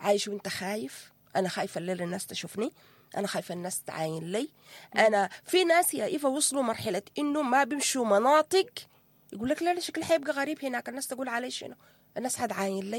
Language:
Sudanese Arabic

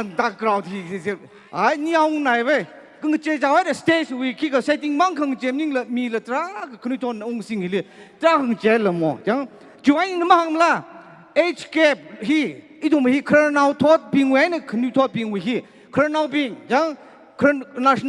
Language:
Tangkhul Naga (India)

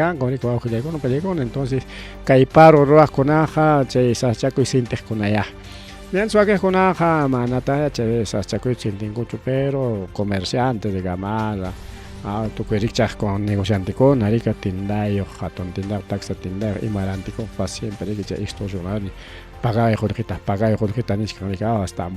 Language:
Ayacucho Quechua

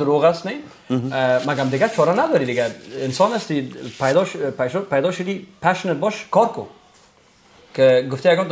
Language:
Persian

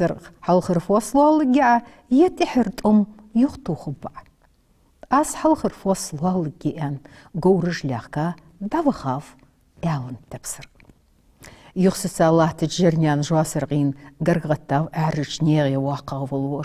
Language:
Ingush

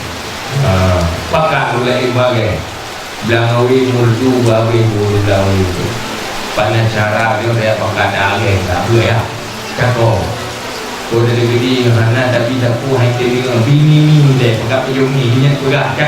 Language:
Achinese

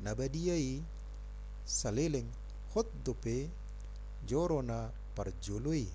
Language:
Batak Toba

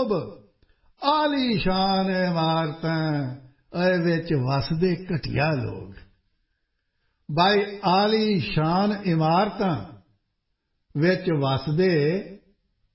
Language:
Punjabi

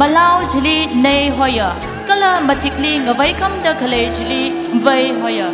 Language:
Tangkhul Naga (India)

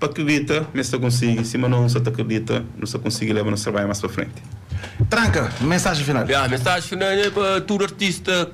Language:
Kabuverdianu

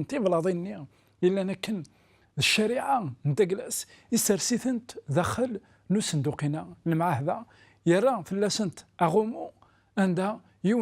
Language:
Kabyle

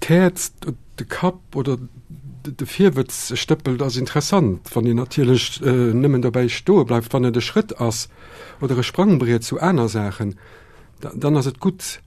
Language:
Luxembourgish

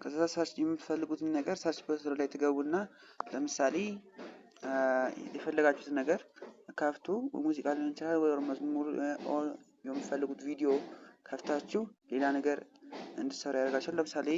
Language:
Amharic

